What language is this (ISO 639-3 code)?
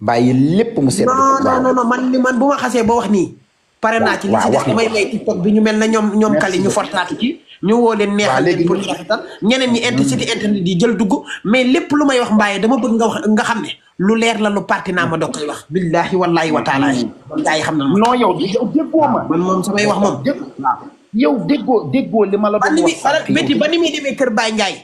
wol